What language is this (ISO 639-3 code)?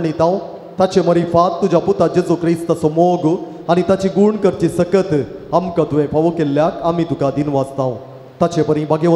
kok